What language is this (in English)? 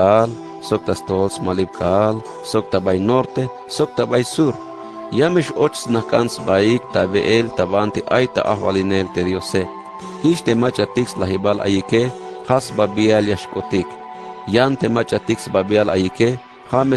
Tzeltal